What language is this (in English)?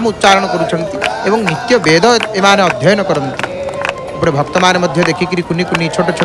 Odia